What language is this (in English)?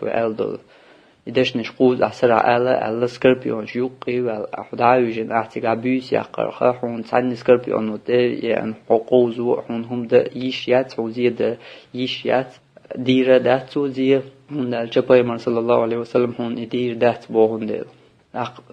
Chechen